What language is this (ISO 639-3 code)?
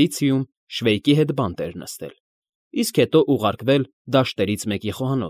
hye